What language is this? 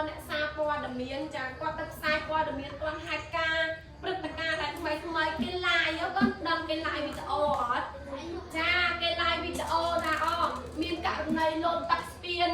Khmer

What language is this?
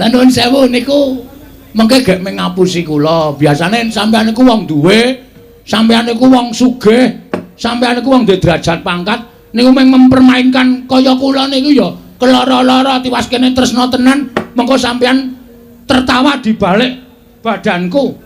Javanese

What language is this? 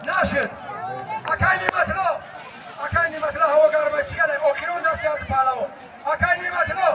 Tajik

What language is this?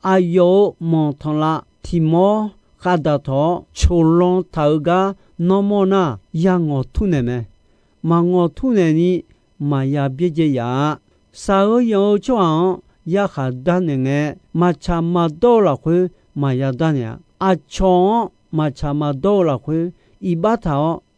Akha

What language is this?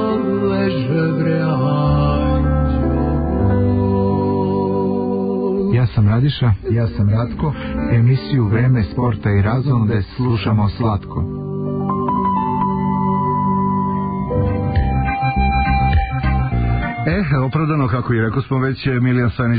Serbian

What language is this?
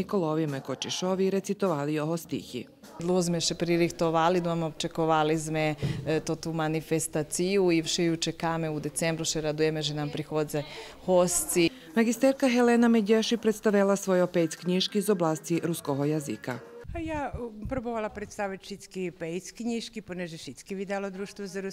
Rusyn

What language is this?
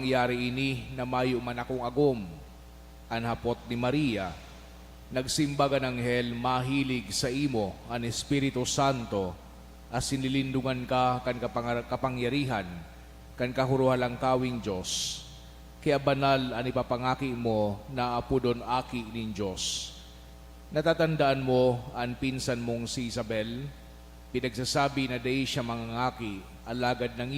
Bikol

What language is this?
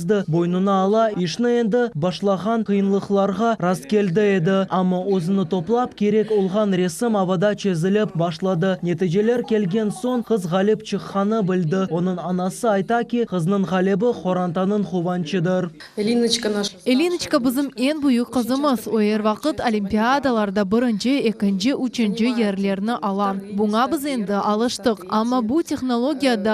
Crimean Tatar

